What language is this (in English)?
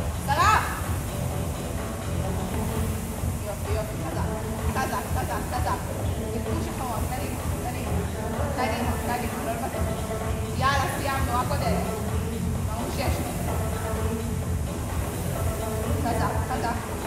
Hebrew